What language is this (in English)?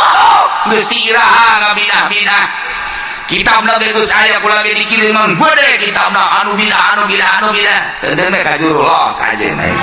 Sundanese